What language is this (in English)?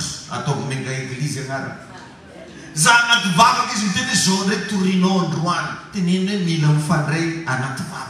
Malagasy